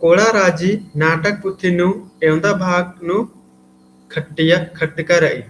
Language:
Kurukh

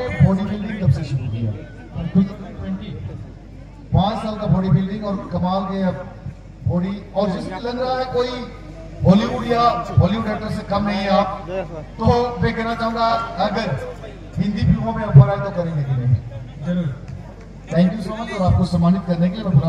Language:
Santali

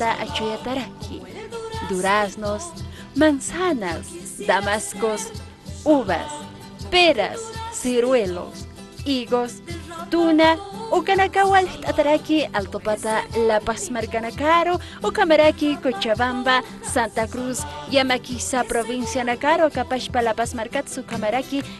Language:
Aymara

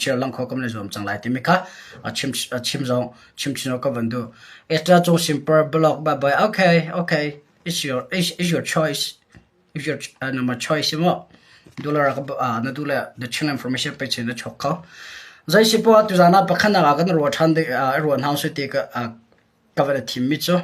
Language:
Hakha Chin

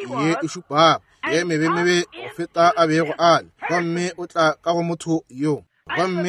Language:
Northern Sotho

